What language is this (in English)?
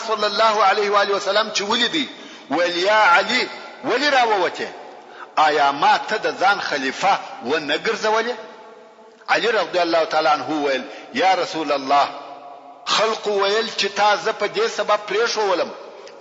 Pashto